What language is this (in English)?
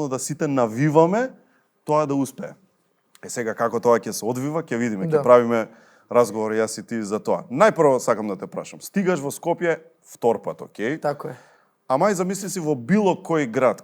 Macedonian